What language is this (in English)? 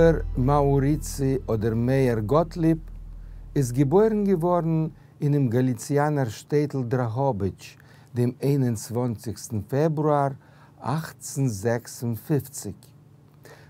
Yiddish